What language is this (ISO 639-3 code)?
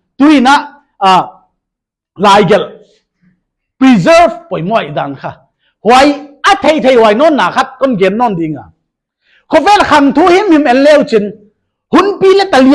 pck